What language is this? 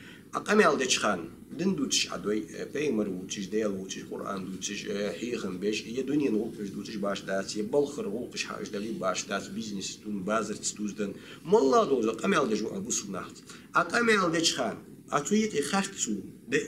Ingush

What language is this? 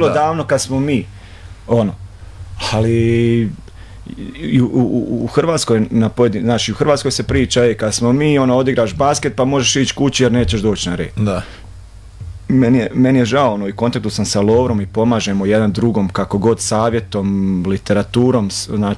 Croatian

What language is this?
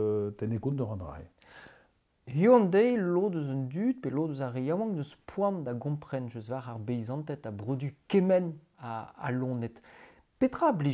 Breton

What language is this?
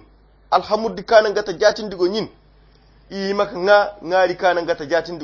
Koyra Chiini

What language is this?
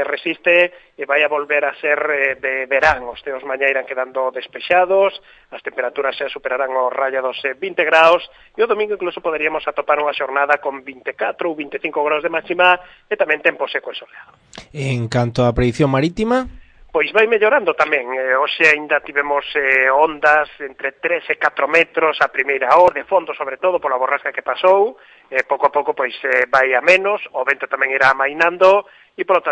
Galician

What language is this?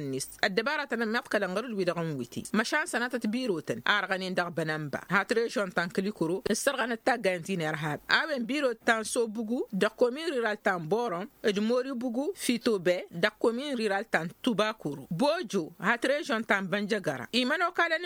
Tamasheq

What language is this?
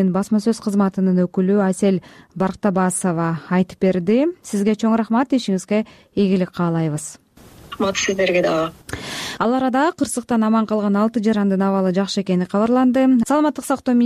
Kyrgyz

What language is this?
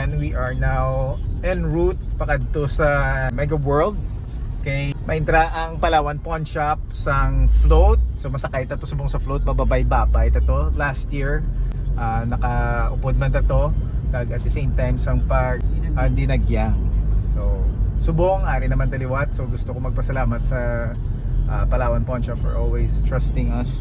Hiligaynon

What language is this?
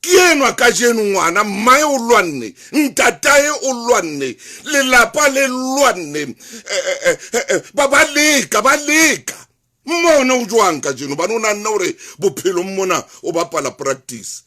Southern Sotho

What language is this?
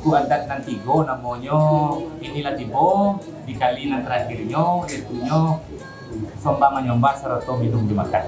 Minangkabau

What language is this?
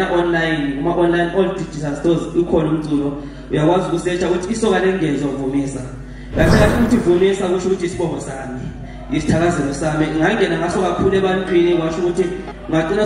Zulu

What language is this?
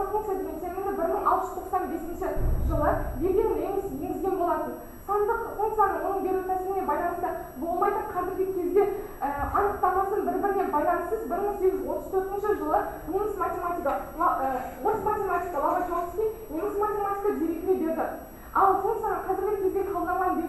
Kazakh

